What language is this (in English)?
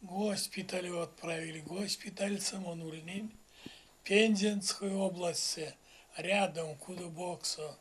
Erzya